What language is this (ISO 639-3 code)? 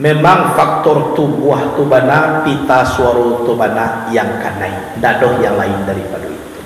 min